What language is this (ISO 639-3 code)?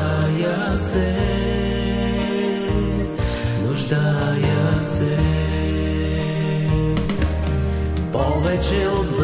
bul